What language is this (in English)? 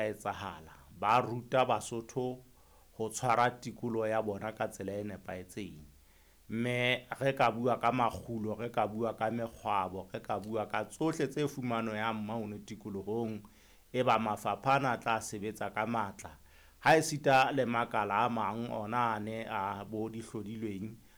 Southern Sotho